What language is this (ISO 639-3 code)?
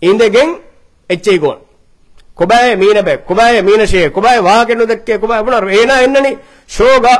div